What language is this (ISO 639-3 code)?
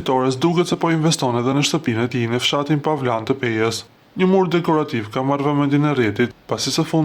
sqi